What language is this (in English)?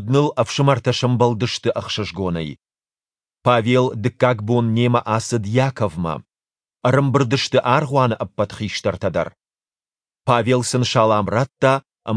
Ossetic